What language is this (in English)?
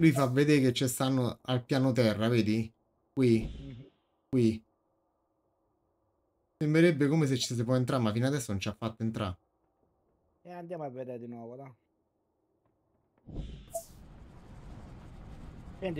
Italian